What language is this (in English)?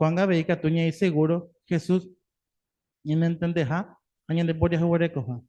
Guarani